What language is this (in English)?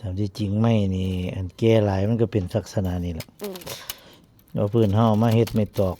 Northeastern Thai